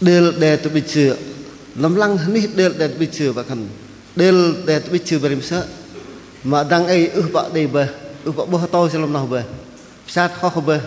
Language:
Bahnar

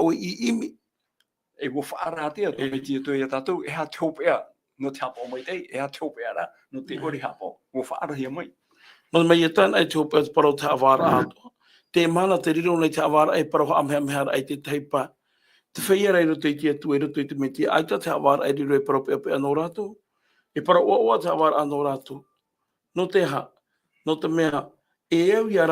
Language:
Tahitian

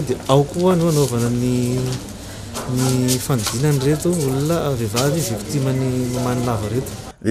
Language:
Malagasy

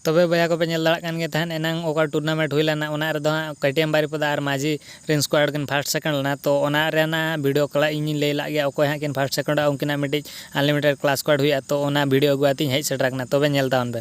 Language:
Santali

